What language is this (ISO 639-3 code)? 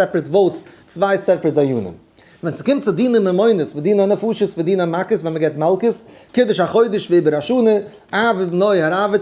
yid